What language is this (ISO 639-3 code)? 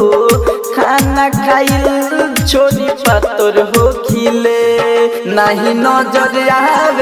bho